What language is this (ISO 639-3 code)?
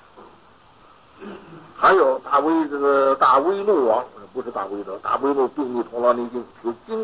zho